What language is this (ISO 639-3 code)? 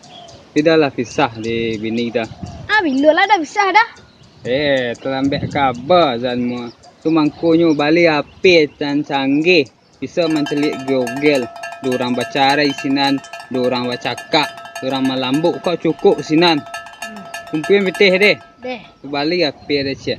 min